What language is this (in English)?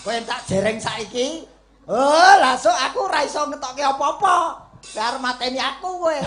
Javanese